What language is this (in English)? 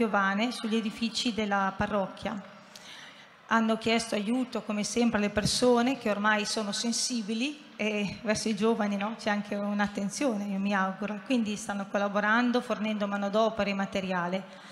Italian